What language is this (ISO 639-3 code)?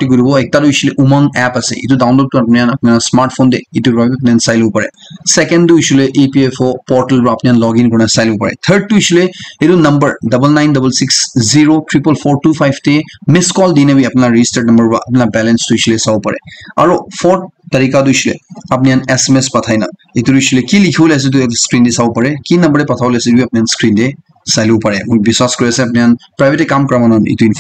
nag